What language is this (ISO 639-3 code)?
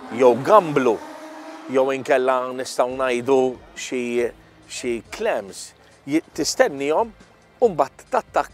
mlt